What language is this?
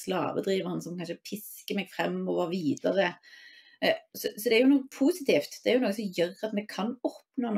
Norwegian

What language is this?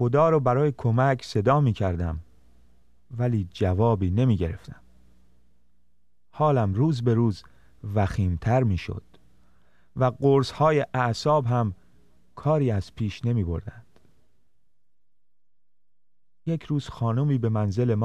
Persian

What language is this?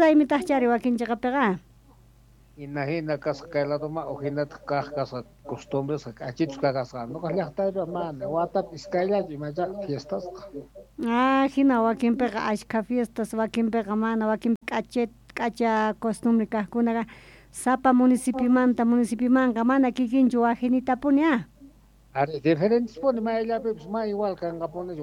Quechua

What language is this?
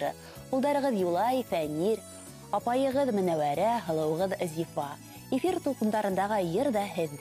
Bashkir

